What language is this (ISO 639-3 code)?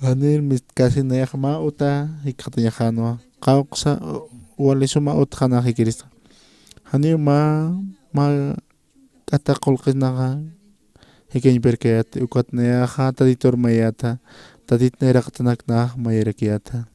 aym